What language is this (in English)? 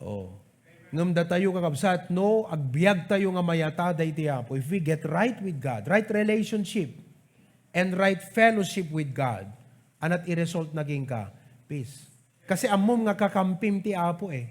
Iloko